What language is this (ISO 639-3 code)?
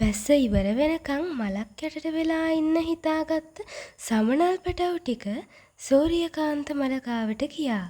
sin